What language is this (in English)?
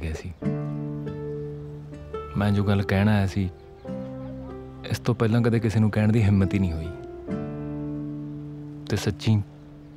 Punjabi